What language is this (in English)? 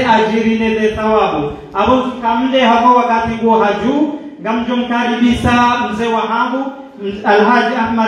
Ngazidja Comorian